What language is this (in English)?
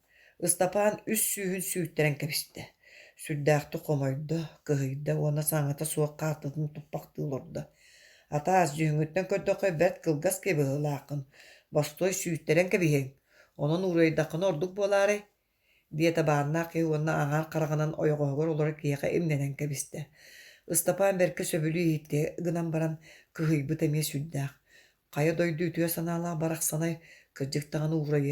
Yakut